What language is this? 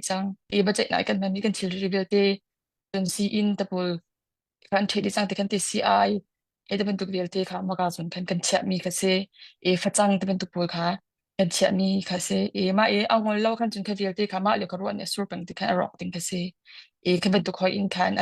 Hakha Chin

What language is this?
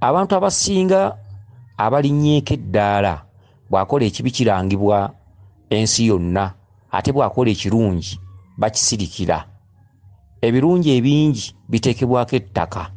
Ganda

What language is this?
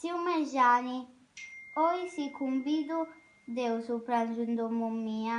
Sardinian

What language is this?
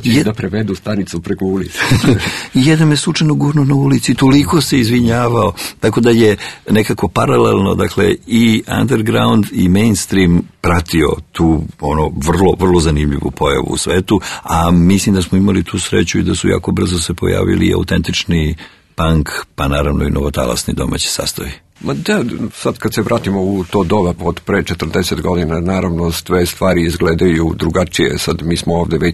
Serbian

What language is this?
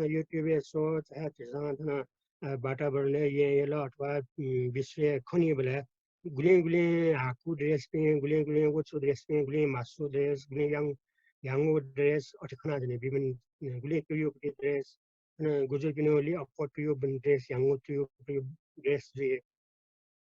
Newari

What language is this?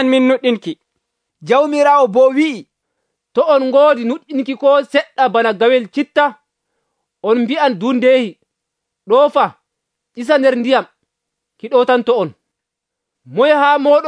Nigerian Fulfulde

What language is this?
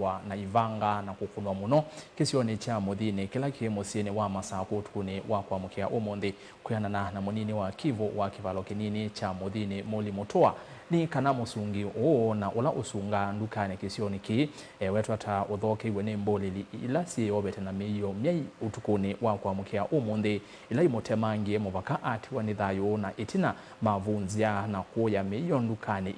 Kamba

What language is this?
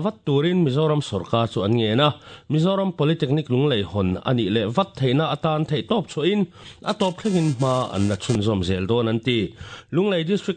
Mizo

